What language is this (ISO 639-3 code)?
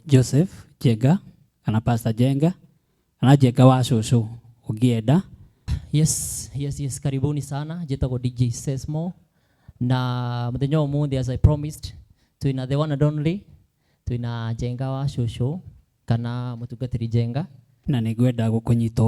kik